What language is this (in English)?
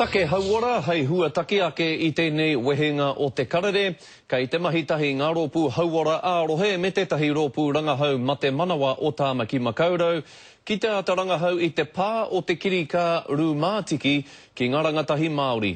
Māori